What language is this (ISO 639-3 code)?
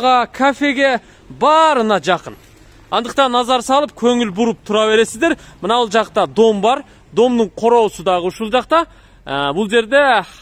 kir